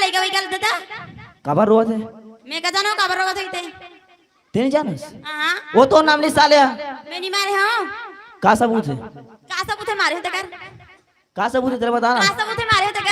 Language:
Chhattisgarhi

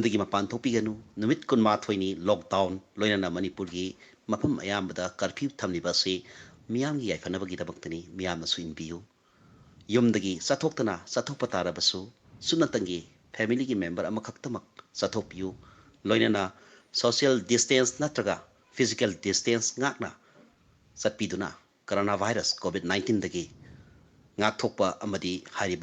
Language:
Manipuri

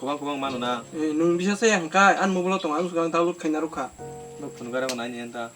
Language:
Kok Borok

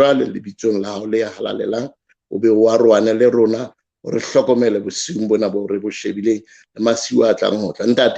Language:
Southern Sotho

